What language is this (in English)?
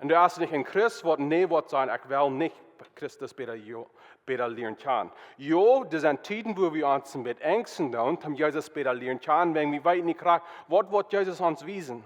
Plautdietsch